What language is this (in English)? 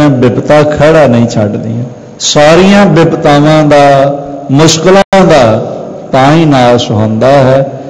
Punjabi